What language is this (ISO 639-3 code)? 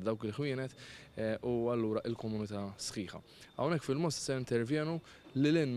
mlt